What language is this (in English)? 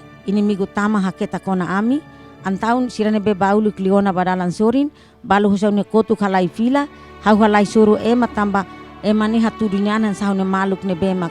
Tetum